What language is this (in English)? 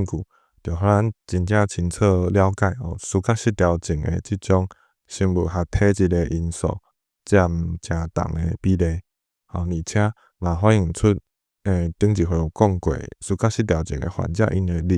Min Nan Chinese